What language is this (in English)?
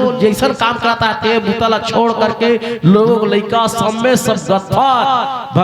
Chhattisgarhi